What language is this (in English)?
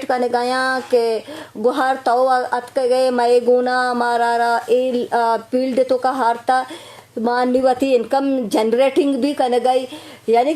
Eastern Balochi